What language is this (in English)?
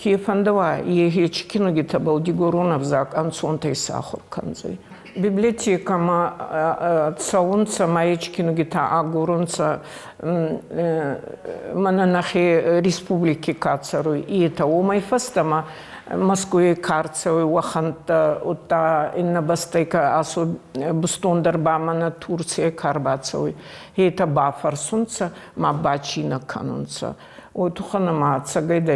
Ossetic